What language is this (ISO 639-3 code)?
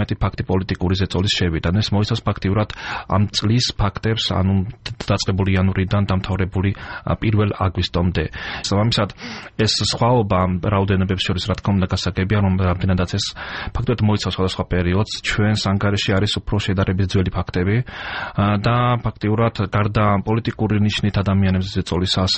kat